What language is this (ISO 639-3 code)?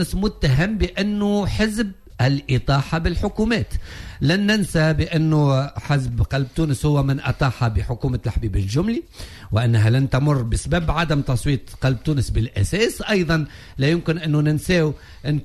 aeb